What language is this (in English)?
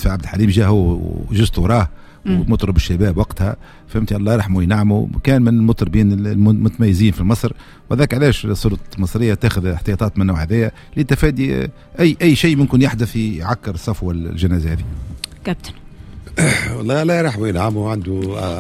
Tunisian Arabic